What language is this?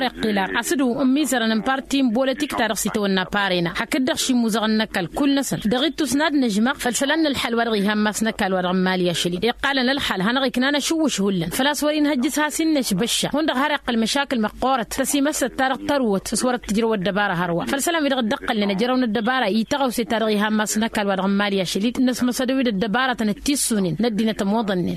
Tamasheq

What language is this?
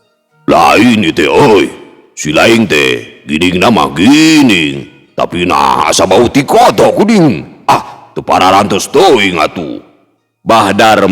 Sundanese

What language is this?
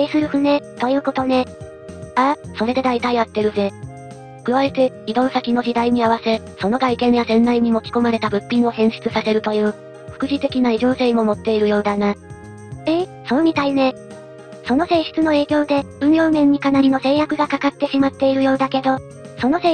Japanese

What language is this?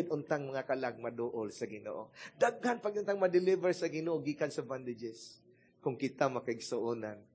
Cebuano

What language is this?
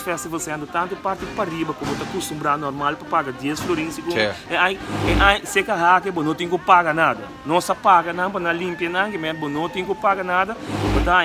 Papiamento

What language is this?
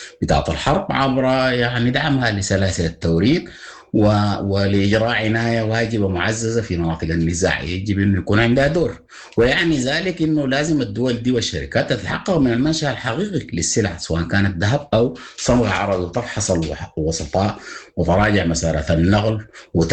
Sudanese Arabic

